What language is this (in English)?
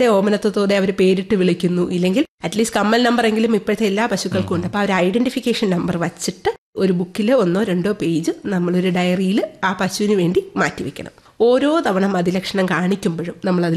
Malayalam